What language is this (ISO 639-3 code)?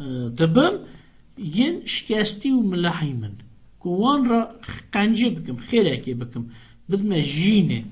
kur